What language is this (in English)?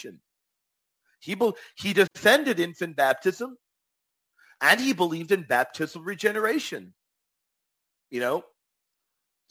English